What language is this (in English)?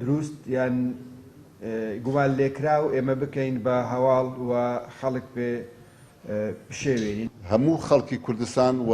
Central Kurdish